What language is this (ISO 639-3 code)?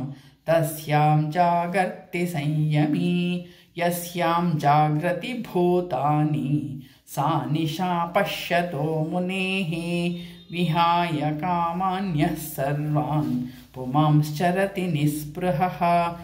san